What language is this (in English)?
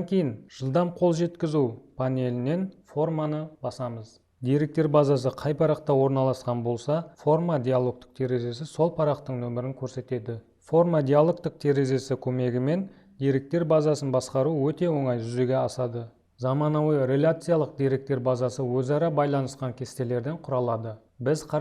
Kazakh